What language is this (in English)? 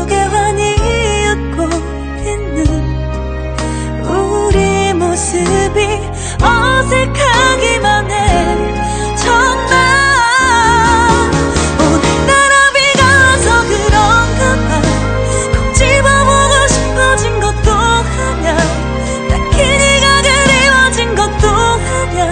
Korean